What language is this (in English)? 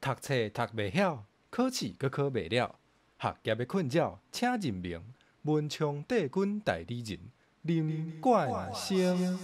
Min Nan Chinese